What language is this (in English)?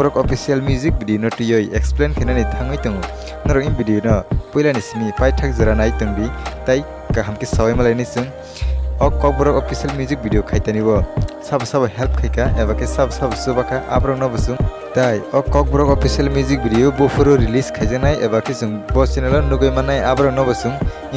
Kok Borok